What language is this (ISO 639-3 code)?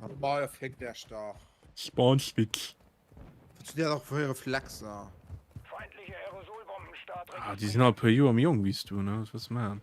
ltz